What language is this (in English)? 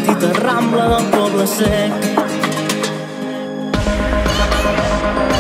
Catalan